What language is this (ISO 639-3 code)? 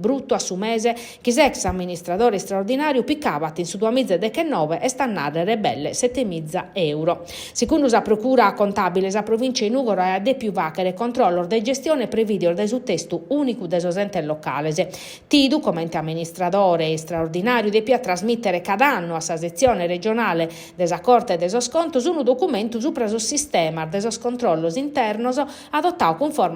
srd